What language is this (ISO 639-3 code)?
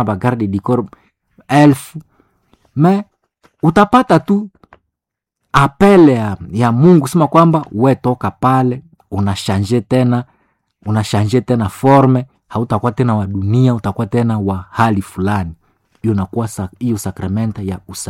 swa